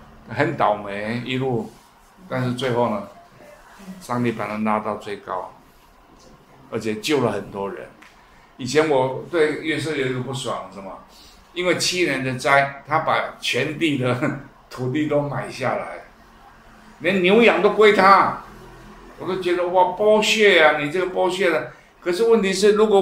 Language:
Chinese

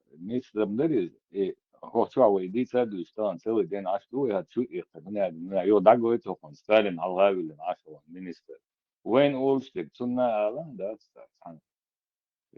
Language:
Chechen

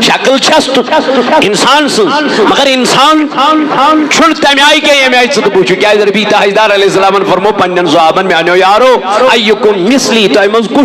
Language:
Kashmiri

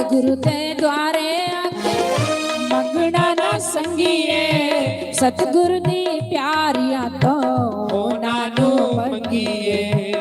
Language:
Dogri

